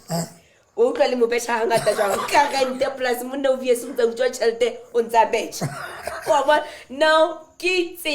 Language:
Southern Sotho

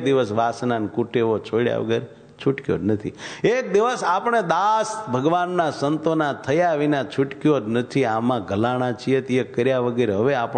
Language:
Gujarati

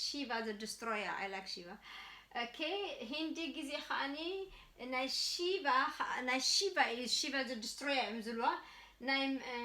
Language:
Tigrinya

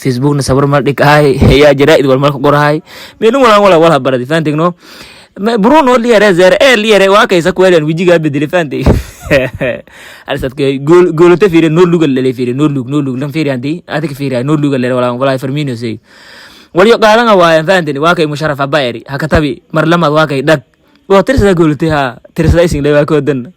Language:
Somali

